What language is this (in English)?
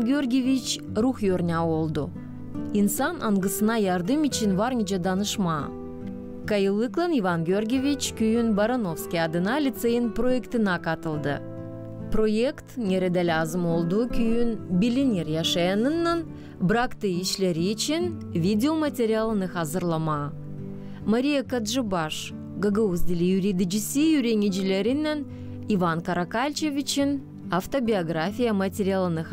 Gagauz